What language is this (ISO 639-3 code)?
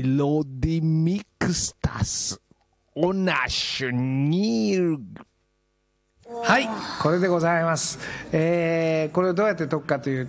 jpn